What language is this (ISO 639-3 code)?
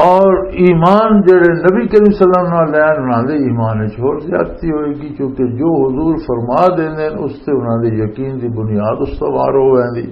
lah